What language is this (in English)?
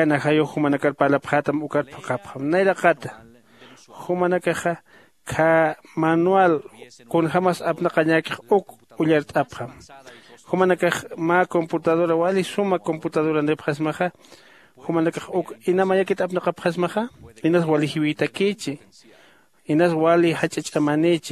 Aymara